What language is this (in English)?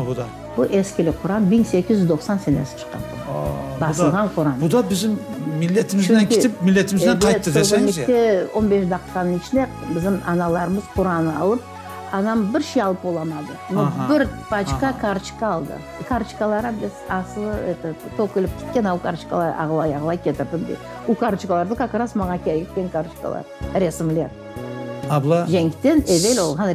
Crimean Tatar